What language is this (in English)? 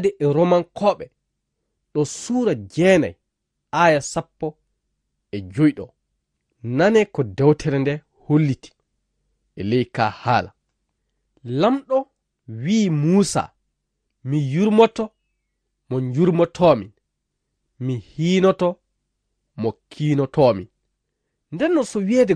Fula